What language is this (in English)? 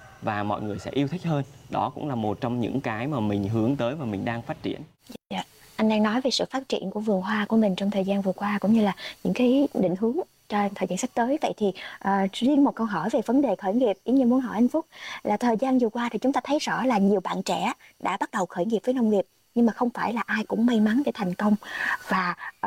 Vietnamese